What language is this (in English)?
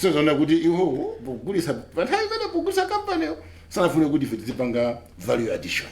Nyanja